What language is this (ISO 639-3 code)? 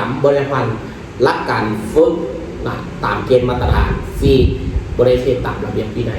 lao